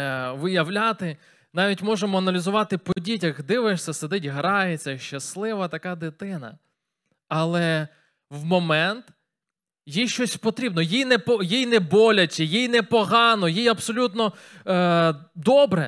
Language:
Ukrainian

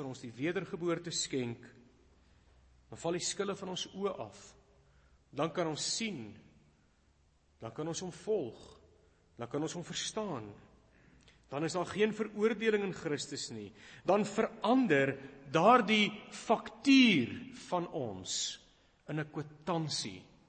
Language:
Afrikaans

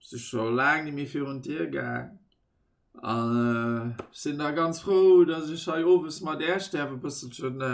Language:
Luxembourgish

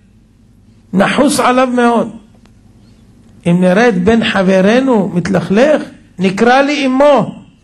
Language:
Hebrew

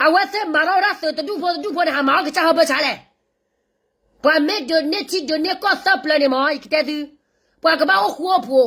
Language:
S'gaw Karen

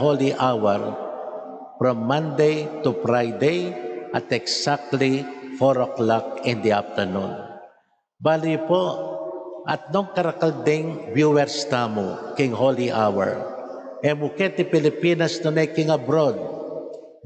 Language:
Pampanga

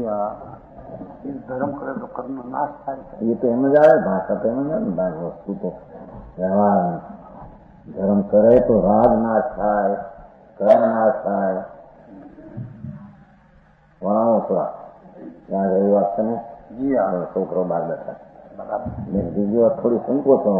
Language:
Gujarati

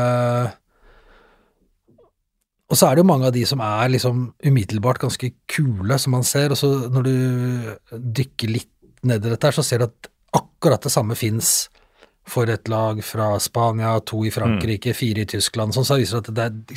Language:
Norwegian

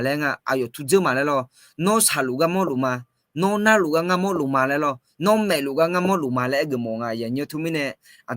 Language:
Akha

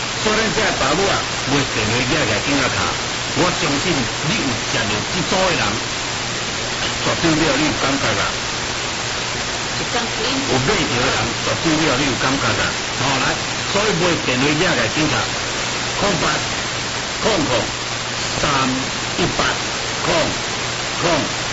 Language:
Min Nan Chinese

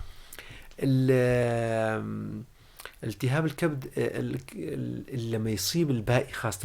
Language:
North Levantine Arabic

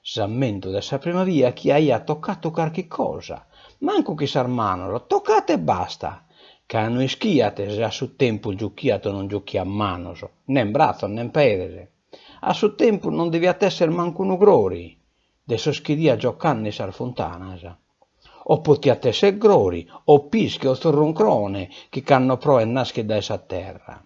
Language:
Sardinian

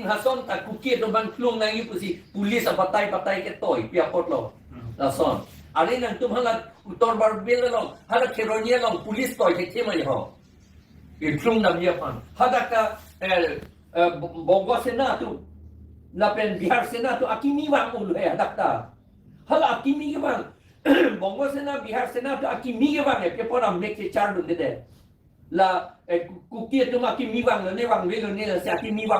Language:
Karbi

